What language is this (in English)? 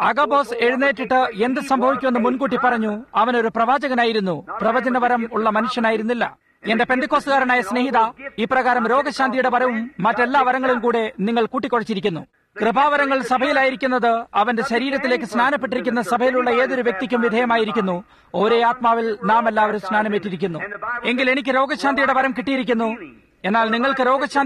Malayalam